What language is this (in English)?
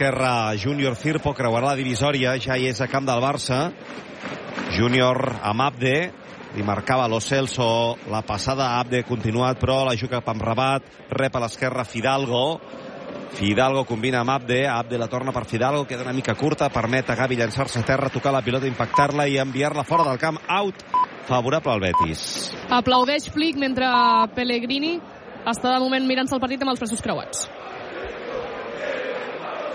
Catalan